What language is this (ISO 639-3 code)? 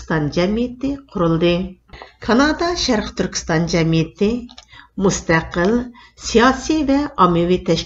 uig